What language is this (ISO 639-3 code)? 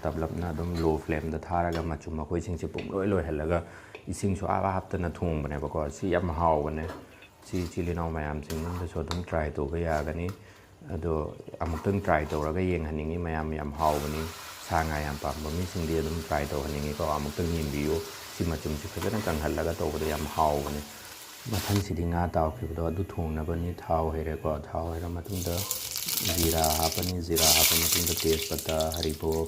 mni